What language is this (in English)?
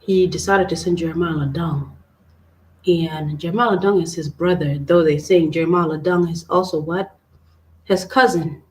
Acoli